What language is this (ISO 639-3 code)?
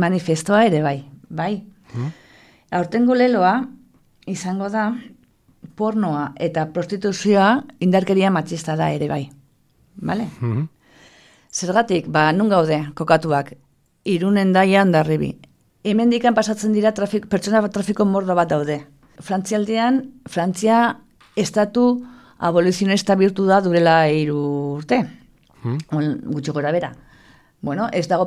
eus